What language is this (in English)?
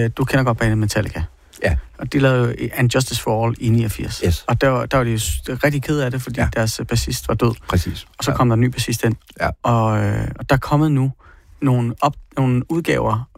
Danish